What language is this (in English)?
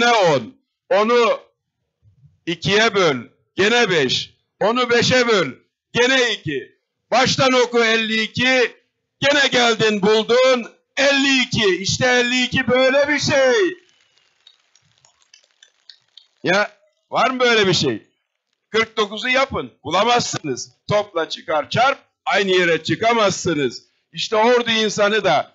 Turkish